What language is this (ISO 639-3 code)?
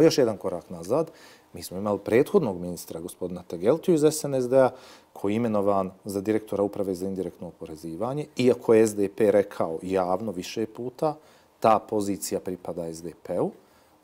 bos